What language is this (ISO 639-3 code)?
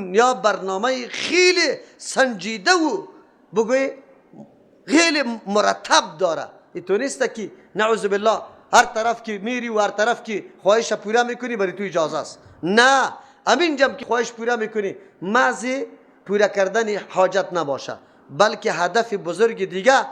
fas